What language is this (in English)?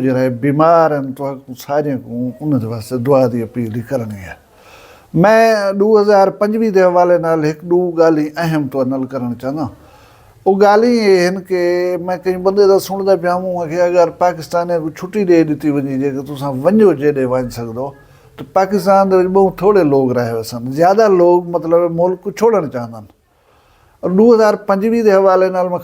Saraiki